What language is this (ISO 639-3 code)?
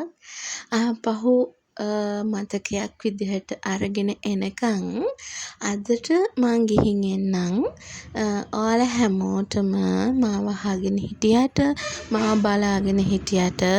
sin